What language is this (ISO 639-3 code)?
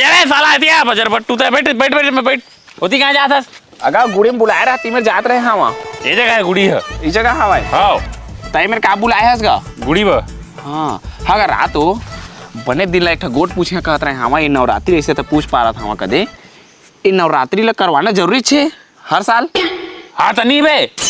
hne